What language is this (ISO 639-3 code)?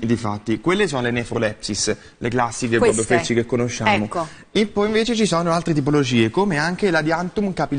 ita